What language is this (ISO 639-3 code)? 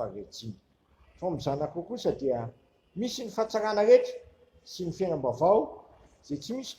mlg